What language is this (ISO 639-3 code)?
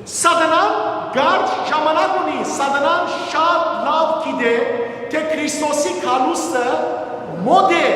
hyw